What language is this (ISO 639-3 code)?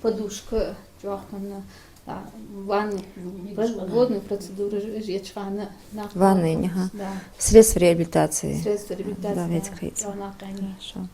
inh